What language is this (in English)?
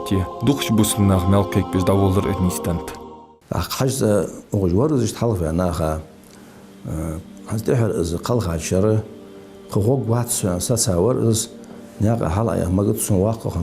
Ingush